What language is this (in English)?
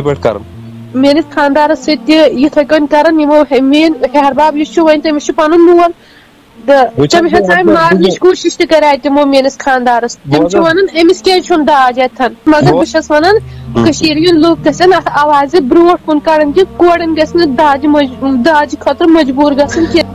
Kashmiri